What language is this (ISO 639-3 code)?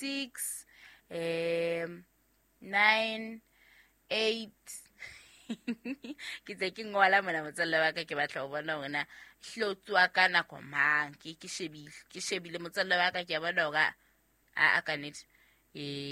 sot